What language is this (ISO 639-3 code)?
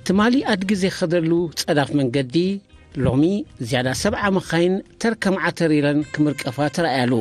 tir